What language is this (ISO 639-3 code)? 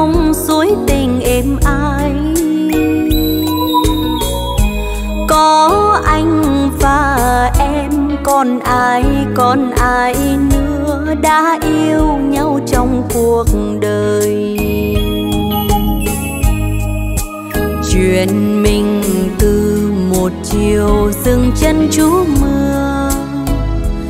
vie